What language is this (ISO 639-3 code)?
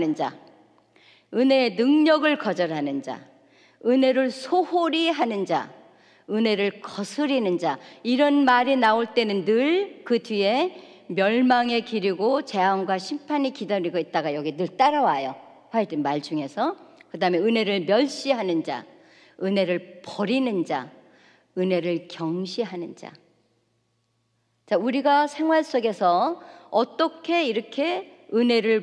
kor